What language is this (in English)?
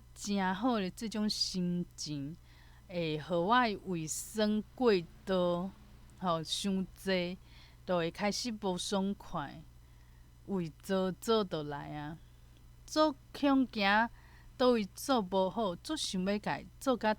Min Nan Chinese